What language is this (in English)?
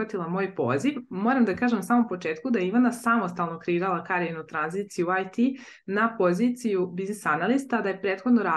Serbian